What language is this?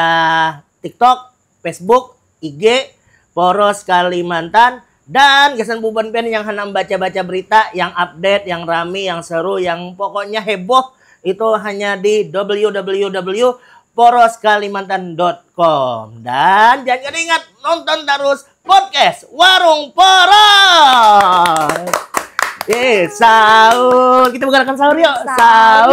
Banjar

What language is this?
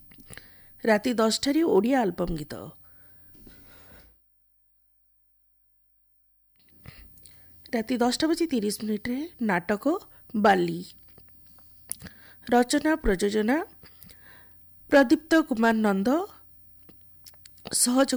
Odia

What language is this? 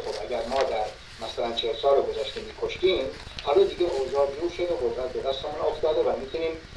Persian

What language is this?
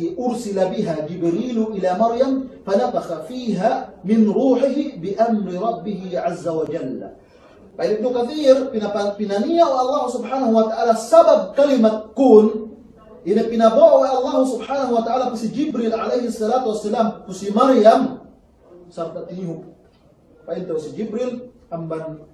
Yakan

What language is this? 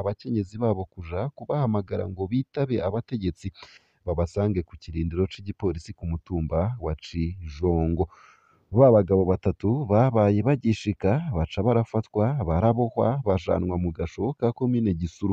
Rundi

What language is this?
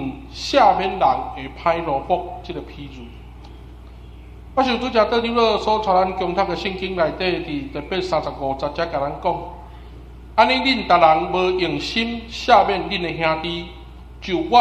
Min Nan Chinese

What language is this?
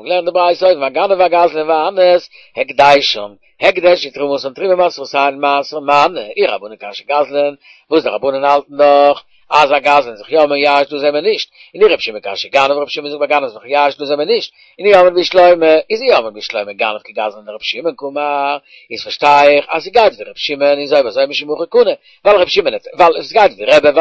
Yiddish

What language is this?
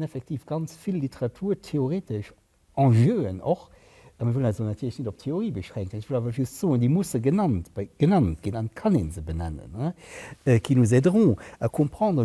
Luxembourgish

